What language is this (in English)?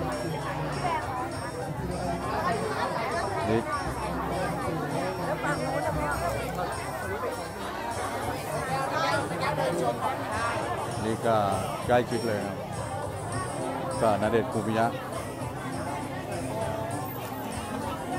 Thai